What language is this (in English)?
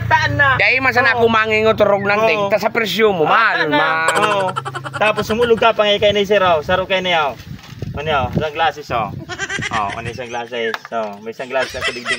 Bikol